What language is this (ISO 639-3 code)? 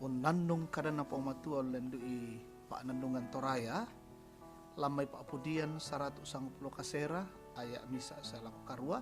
sda